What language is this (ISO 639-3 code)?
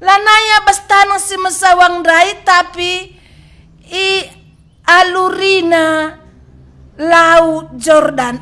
btx